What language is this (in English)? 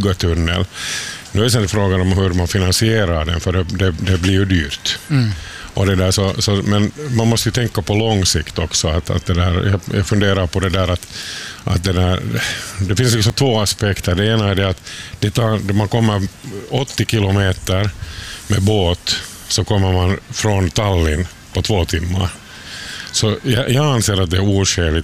Swedish